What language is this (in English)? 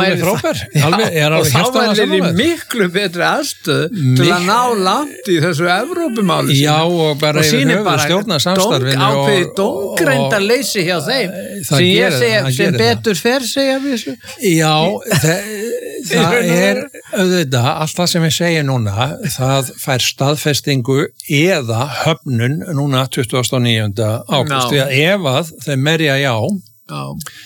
Icelandic